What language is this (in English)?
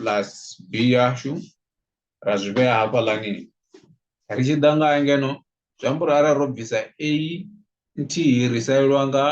Venda